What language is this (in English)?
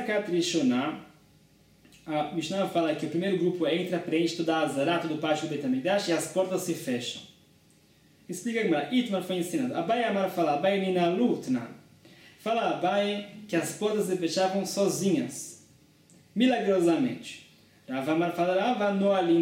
Portuguese